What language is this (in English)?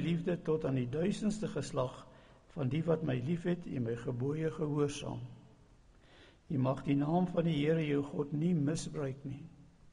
Afrikaans